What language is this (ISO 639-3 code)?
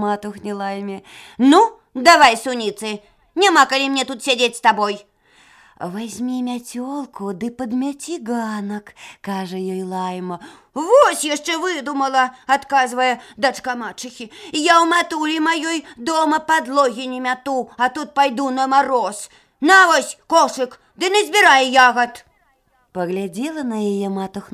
bel